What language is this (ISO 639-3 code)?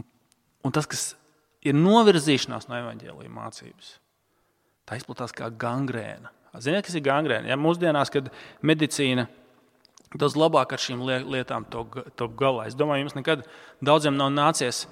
lav